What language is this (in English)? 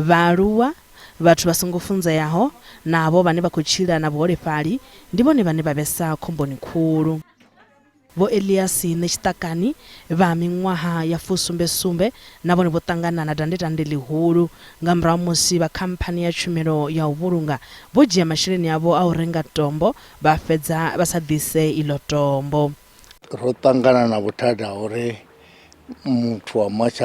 Venda